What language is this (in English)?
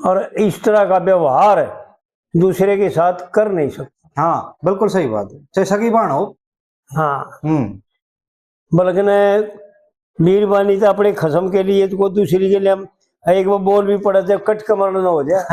Haryanvi